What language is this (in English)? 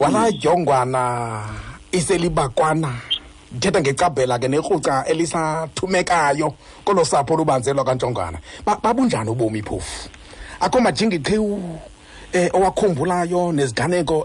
Xhosa